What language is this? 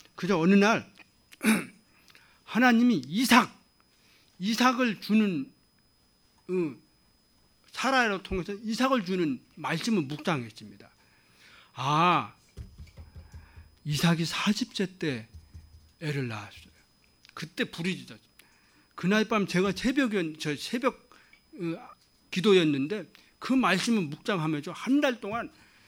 Korean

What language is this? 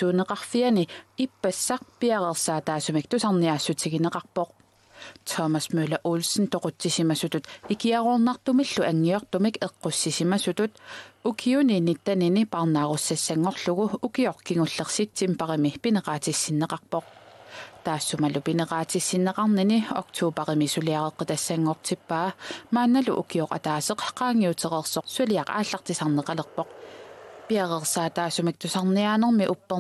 Kalaallisut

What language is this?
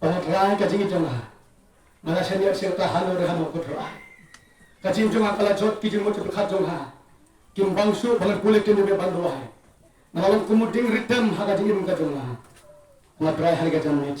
Khasi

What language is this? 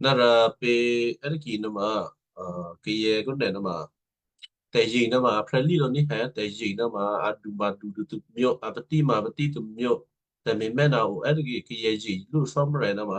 Western Kayah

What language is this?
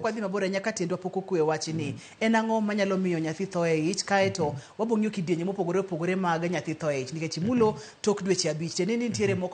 Luo (Kenya and Tanzania)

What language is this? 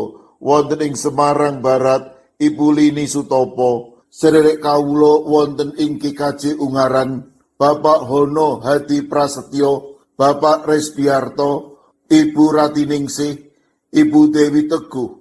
Javanese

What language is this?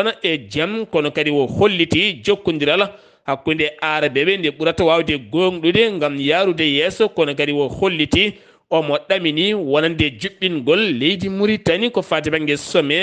Fula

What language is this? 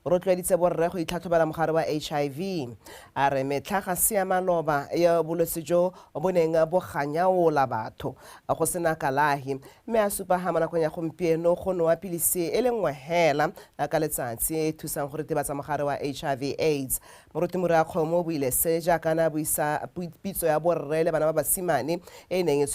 Tswana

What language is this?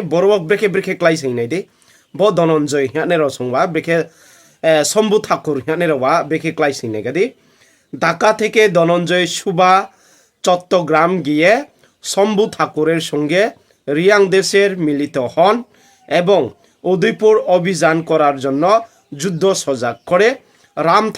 Riang (India)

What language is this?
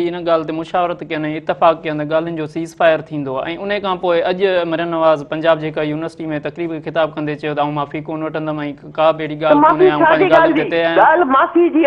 Sindhi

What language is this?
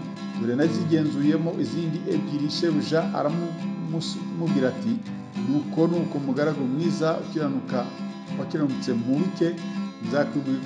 Kinyarwanda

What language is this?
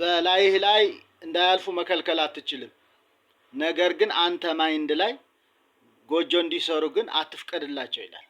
Amharic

